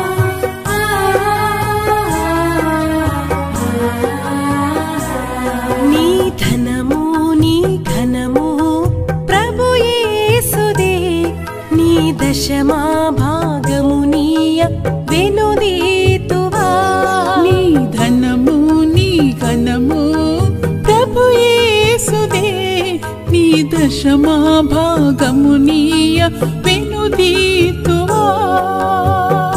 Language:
Telugu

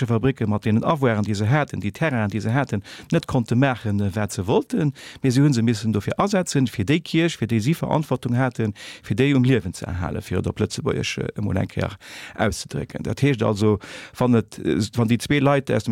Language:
Luxembourgish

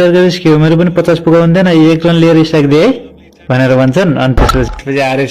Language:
Nepali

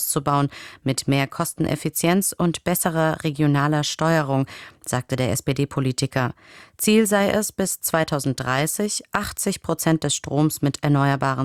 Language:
German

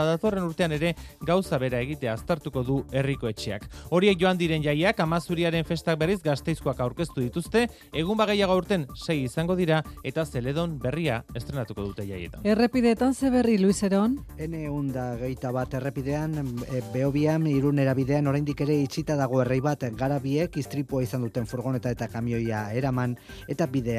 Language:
Basque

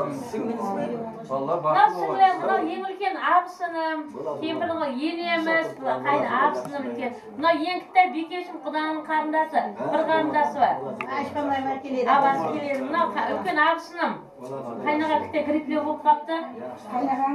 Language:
Kara-Kalpak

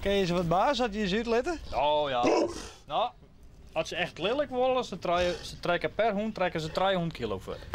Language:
Western Frisian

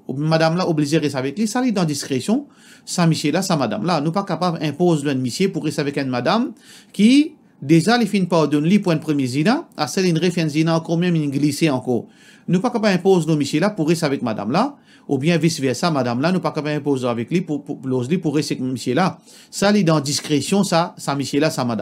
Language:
Morisyen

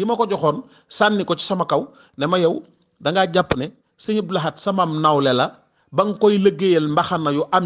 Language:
Wolof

